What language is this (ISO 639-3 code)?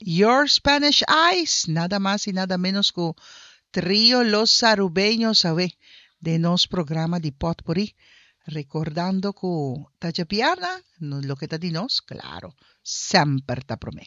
pap